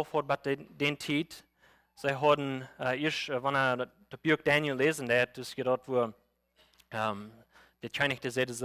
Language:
Plautdietsch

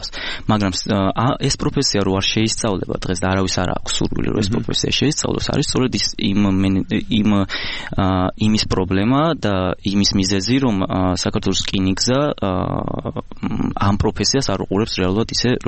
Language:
Georgian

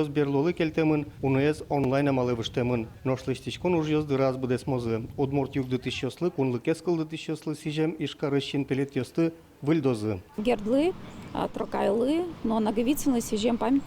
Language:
Udmurt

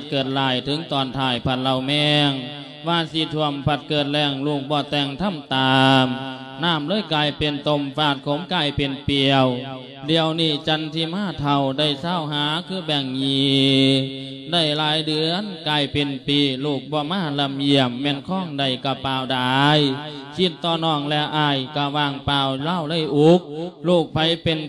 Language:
Lao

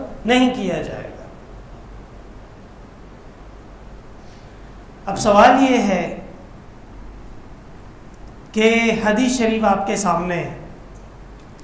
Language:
Urdu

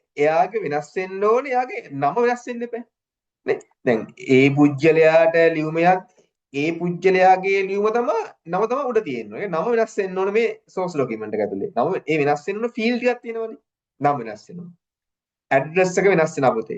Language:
Sinhala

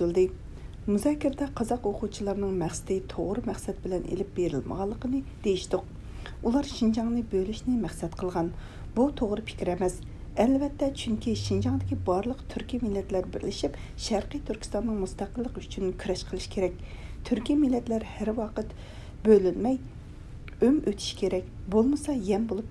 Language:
Uyghur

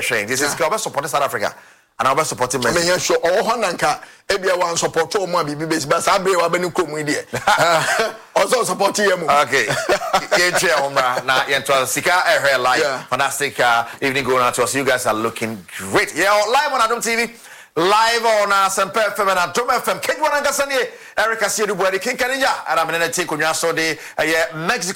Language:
English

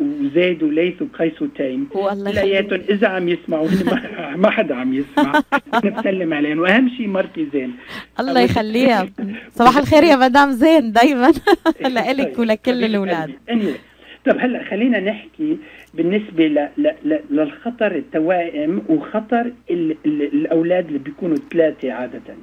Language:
North Levantine Arabic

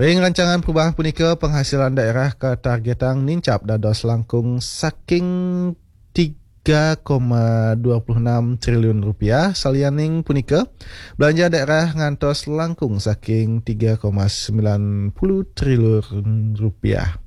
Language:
Balinese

